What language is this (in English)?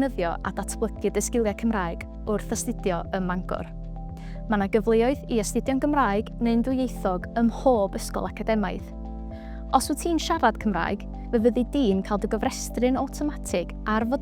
Welsh